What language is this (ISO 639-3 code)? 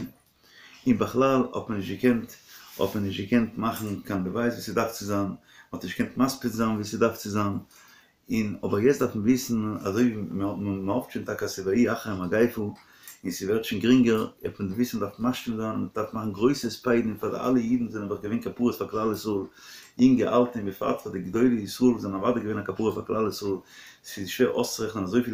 yid